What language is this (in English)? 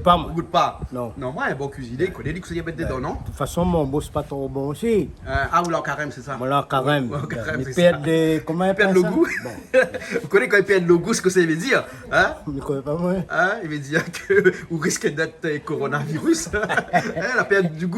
Réunion Creole French